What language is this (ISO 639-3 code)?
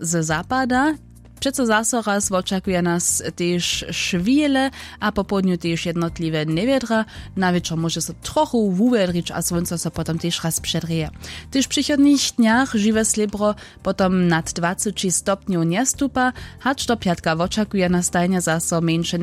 hsb